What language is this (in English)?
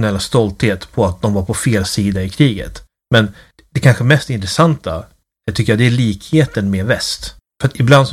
Swedish